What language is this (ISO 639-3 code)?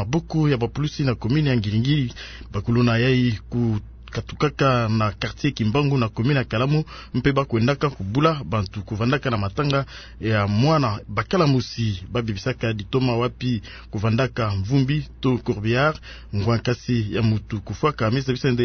ktu